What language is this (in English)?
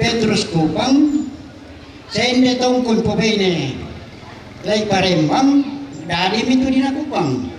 Toraja-Sa'dan